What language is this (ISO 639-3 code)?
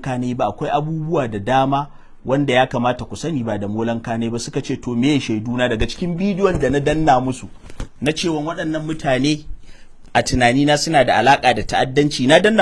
hau